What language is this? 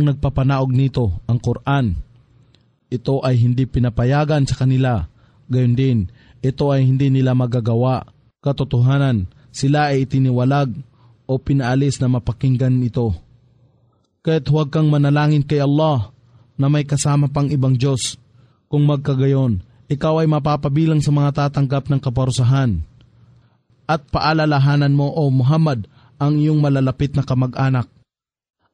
Filipino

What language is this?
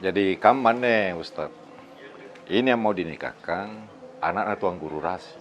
Makassar Malay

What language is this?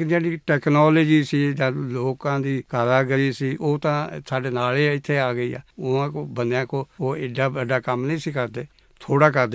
Punjabi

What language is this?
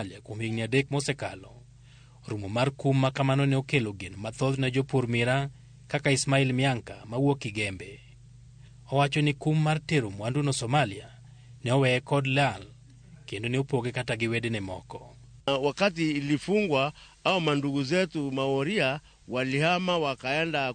Luo (Kenya and Tanzania)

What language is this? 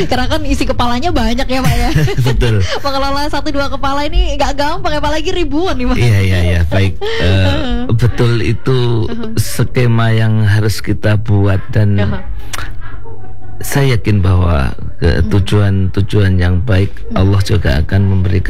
Indonesian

